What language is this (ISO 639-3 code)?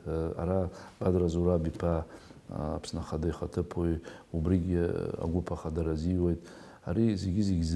abk